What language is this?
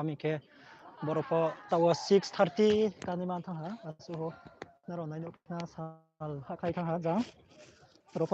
Riang (India)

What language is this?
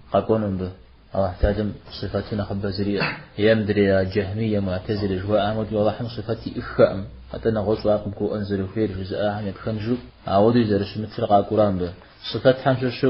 Kabardian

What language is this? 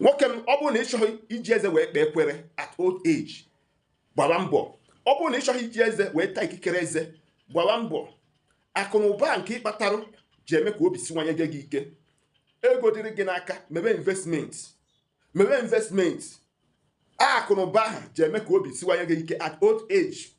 Igbo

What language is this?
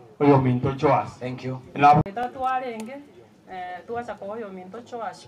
Gusii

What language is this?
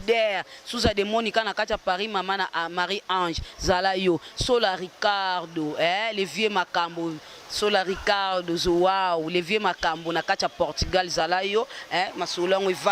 Lingala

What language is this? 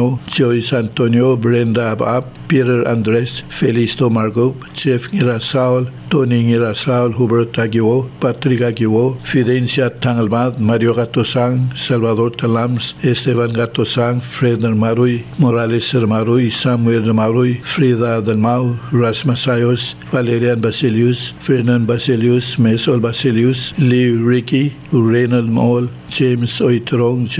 Palauan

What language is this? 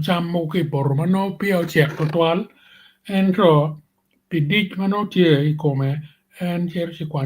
Acoli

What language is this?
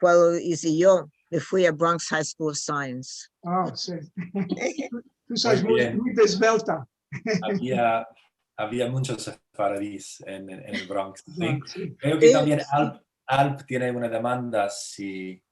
Ladino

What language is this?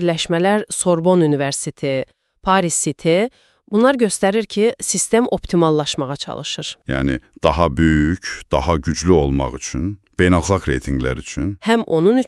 Azerbaijani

